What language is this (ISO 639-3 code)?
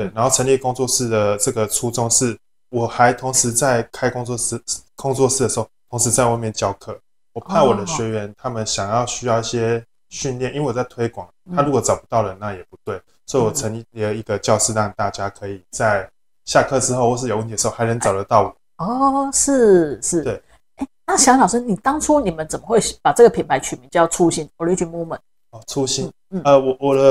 zho